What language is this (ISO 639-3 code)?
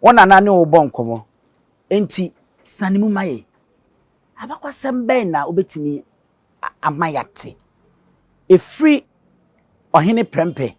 aka